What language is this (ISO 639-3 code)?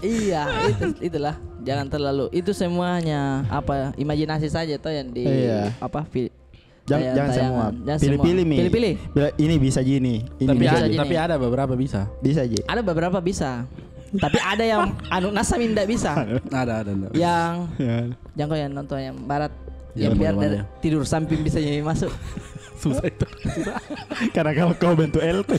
mfp